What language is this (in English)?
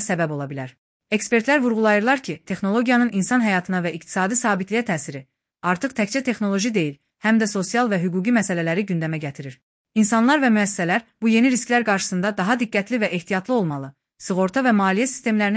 Azerbaijani